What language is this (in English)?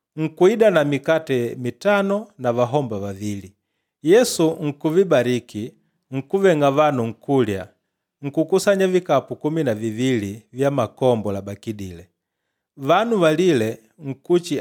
Makonde